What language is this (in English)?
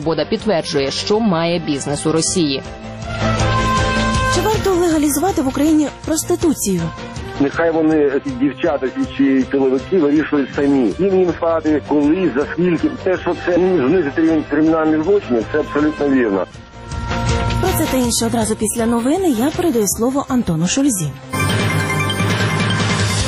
Ukrainian